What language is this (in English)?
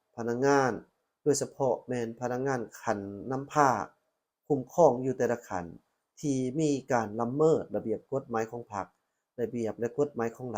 Lao